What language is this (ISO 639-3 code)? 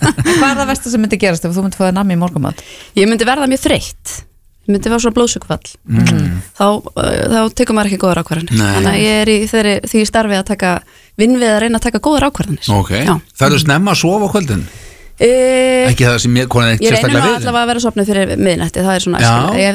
isl